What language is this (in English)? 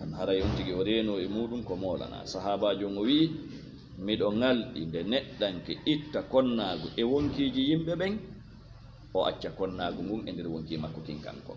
Fula